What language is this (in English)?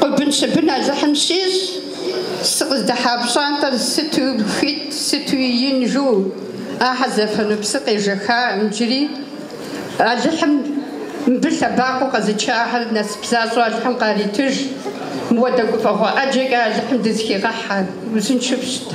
Kabardian